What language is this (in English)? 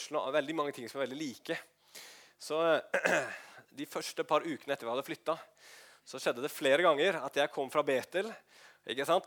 Norwegian